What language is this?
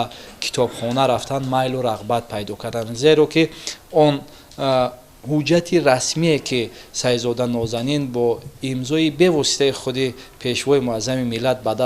Tajik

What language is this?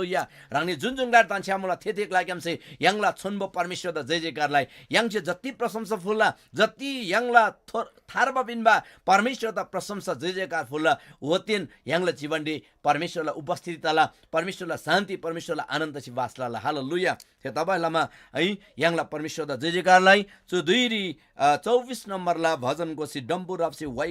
Eastern Tamang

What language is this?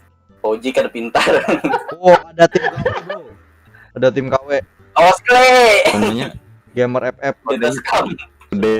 Banjar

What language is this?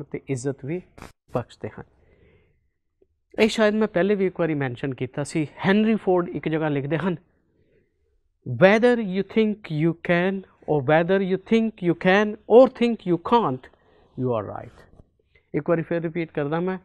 Punjabi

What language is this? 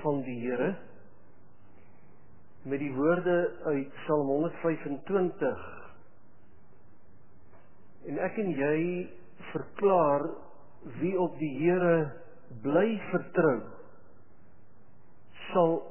Afrikaans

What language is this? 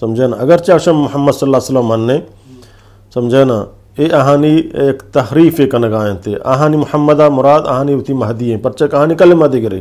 Eastern Balochi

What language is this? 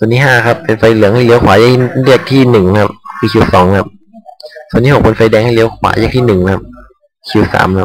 Thai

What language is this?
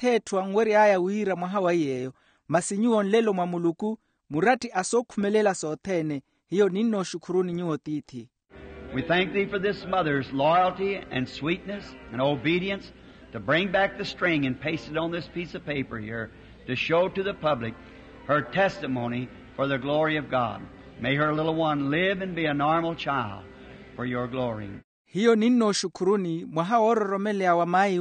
Makhuwa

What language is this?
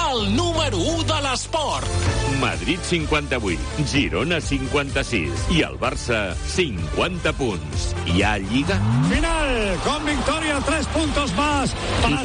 Catalan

